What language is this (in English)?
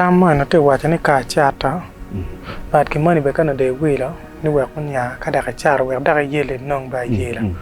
Acoli